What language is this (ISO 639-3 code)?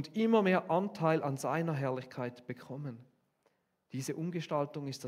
gsw